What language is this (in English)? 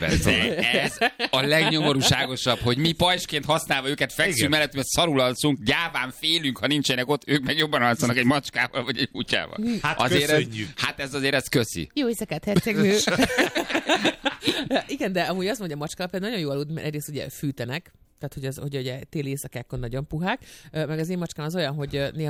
Hungarian